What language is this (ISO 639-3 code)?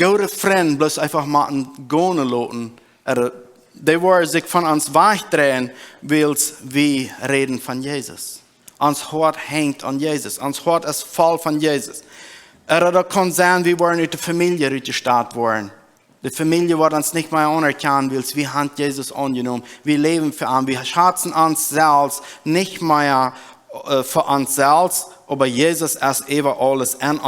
pdt